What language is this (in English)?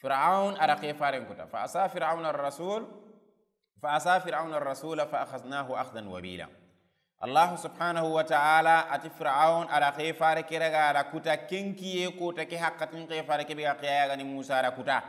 Soninke